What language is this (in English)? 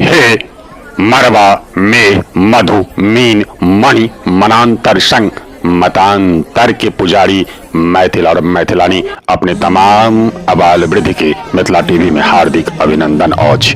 Maithili